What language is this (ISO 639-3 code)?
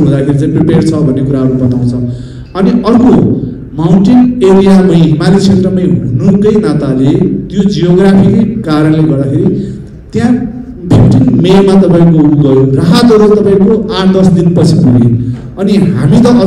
nep